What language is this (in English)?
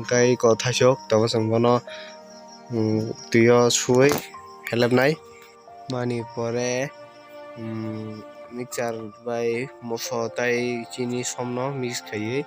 Kok Borok